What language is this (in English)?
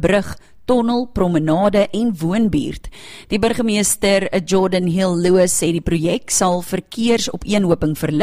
Afrikaans